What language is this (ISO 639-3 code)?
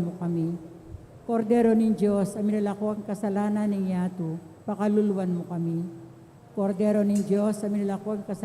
pam